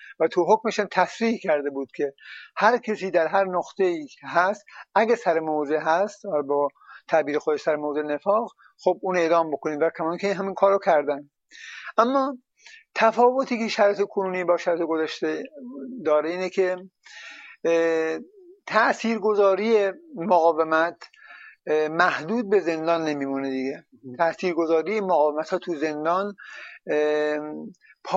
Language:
Persian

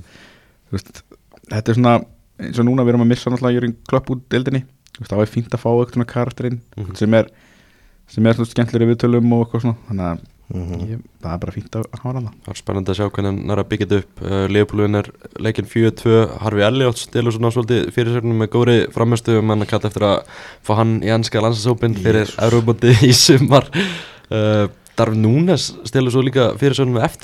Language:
Icelandic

